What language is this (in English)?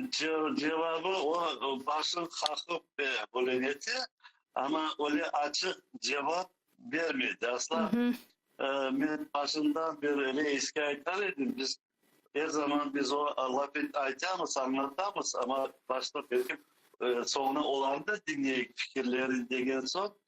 Crimean Tatar